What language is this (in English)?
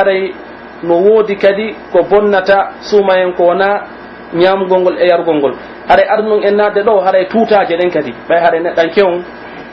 Pular